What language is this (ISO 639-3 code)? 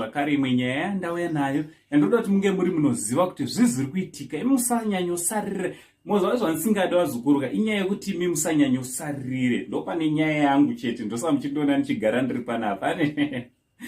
sna